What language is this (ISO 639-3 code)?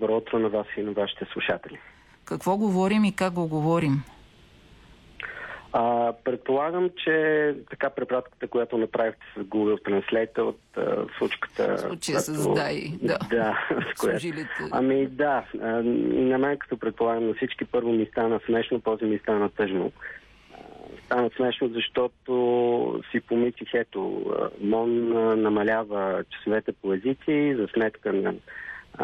bul